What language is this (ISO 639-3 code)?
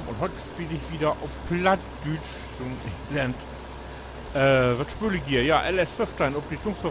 nds